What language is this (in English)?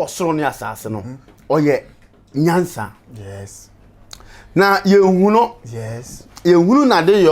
Akan